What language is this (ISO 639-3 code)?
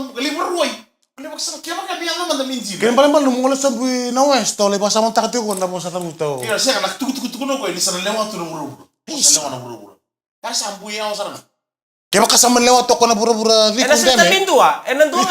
fij